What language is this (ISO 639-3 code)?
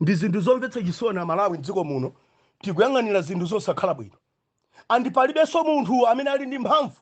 nya